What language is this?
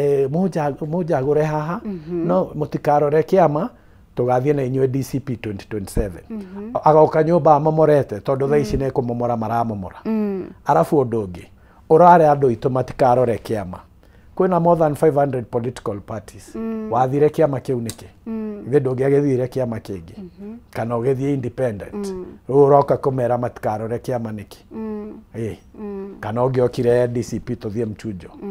Kikuyu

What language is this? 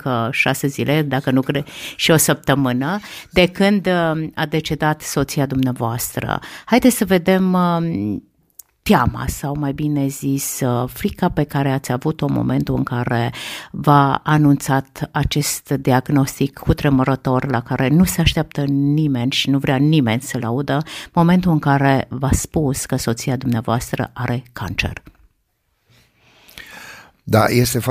Romanian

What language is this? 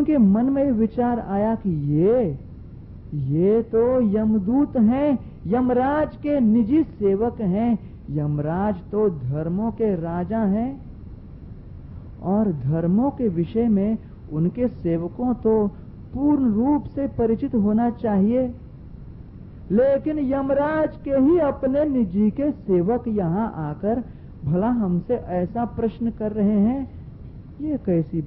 Hindi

